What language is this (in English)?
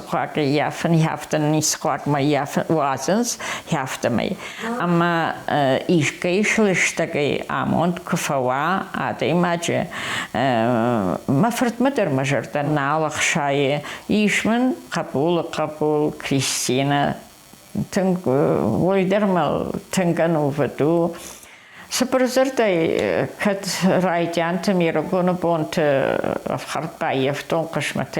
Ossetic